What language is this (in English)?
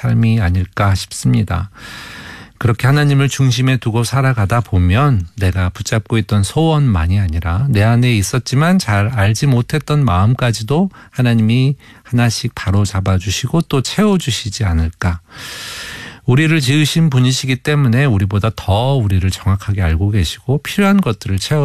Korean